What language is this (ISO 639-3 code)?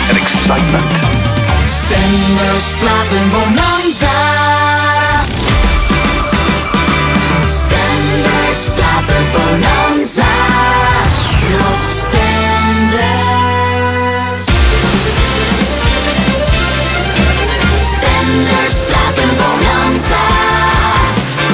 nld